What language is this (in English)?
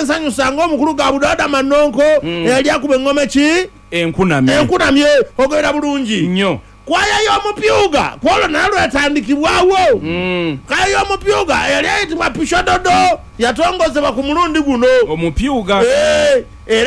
Ganda